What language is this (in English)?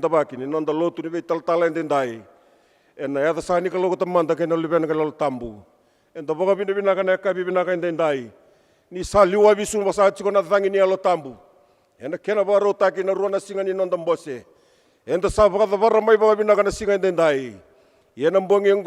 Fijian